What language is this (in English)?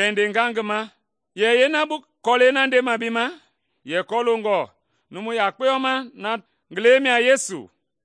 Mende